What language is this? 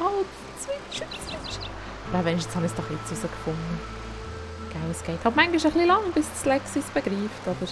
Swiss German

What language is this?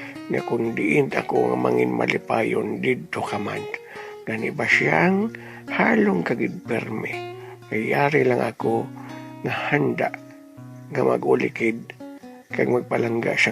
Hiligaynon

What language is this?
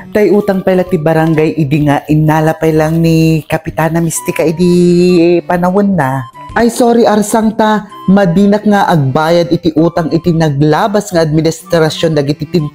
Iloko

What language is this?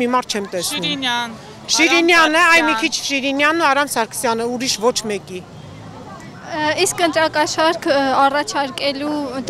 Armenian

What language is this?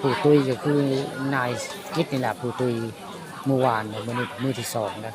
Northeastern Thai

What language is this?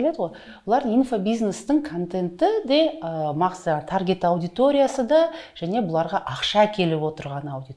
Kazakh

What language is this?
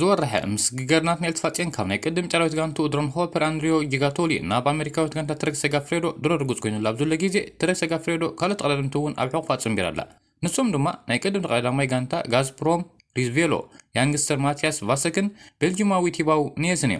Tigrinya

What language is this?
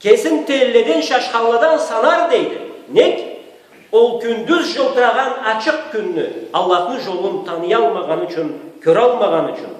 Karachay-Balkar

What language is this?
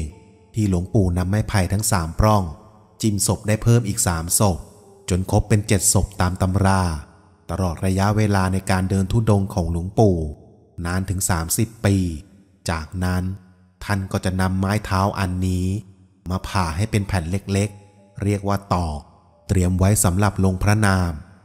Thai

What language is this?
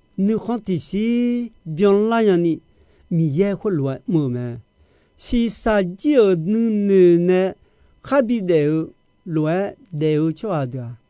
Akha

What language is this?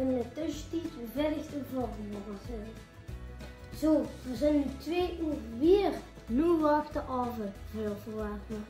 Limburgish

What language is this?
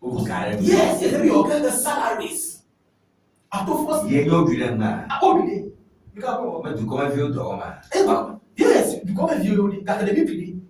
Ewe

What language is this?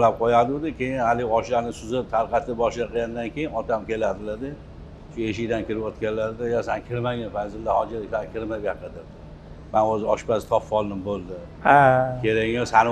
Uzbek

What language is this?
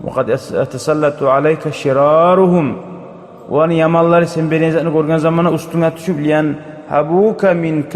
Kumyk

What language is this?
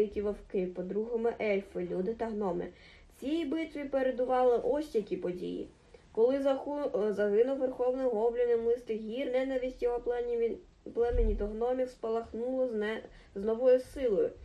Ukrainian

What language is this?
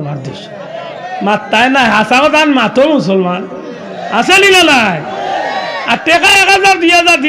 Sylheti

